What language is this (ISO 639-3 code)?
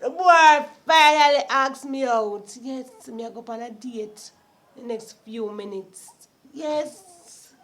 jam